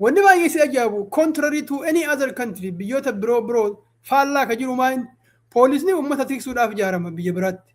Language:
Oromo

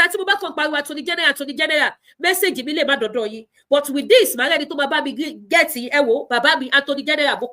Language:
Yoruba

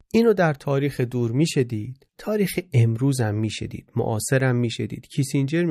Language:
Persian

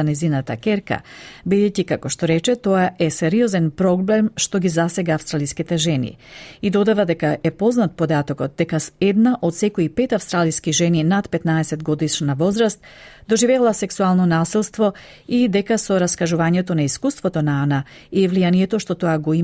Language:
Macedonian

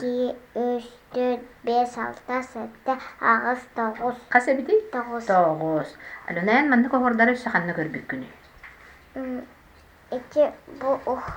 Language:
Yakut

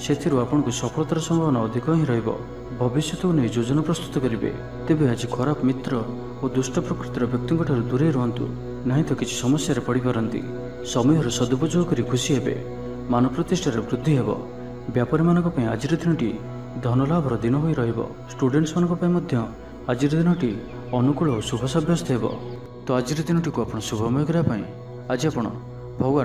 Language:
Odia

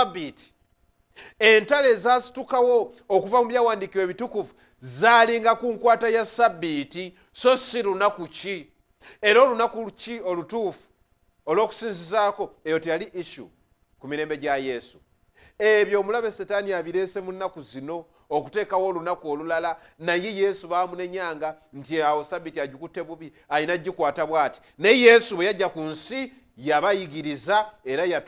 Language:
Ganda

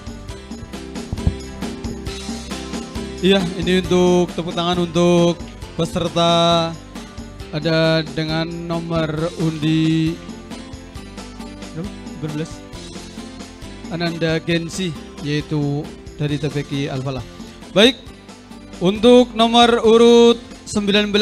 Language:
Indonesian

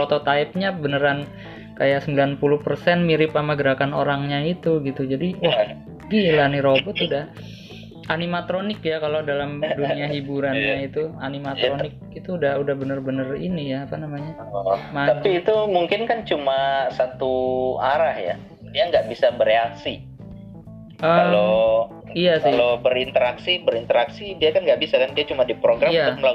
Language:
Indonesian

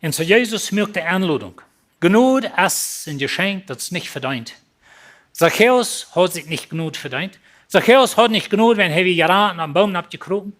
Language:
Plautdietsch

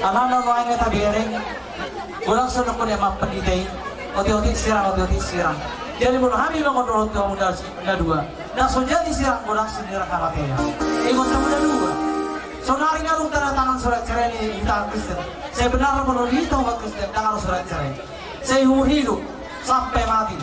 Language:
Batak Toba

